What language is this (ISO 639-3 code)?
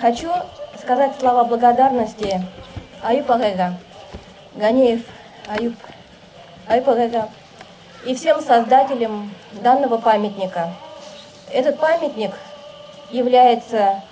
bak